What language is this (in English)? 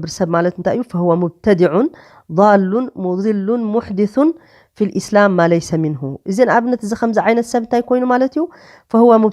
Tigrinya